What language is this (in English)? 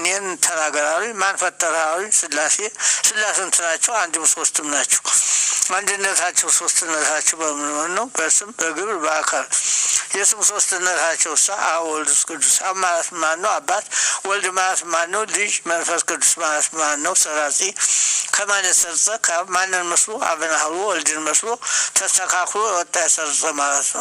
Amharic